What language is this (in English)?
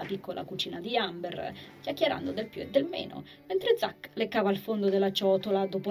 Italian